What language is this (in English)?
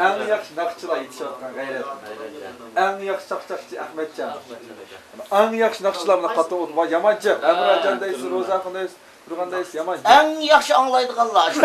Uyghur